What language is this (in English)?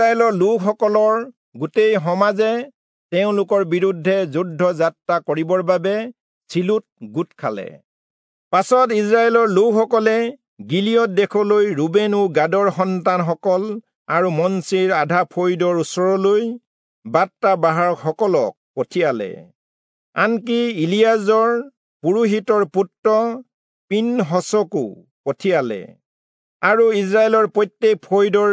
Assamese